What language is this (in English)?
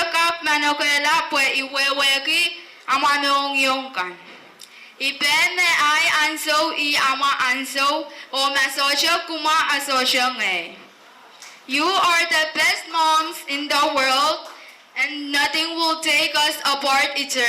Pohnpeian